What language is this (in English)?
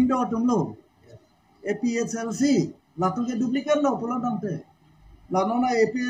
Karbi